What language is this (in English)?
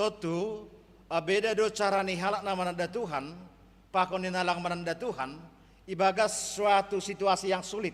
Batak Simalungun